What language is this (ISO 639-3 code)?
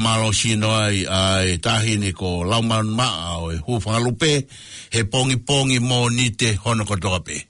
ton